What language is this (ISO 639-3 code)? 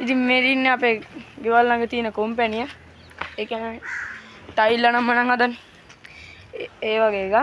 sin